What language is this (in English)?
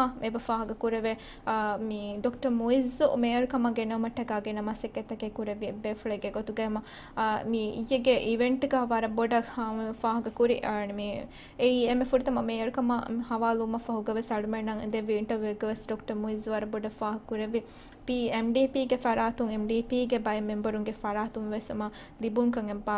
Divehi